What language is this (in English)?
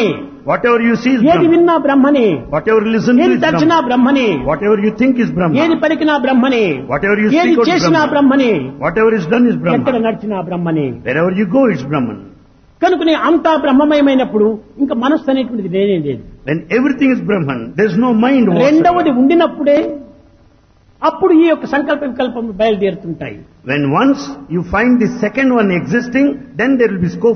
Telugu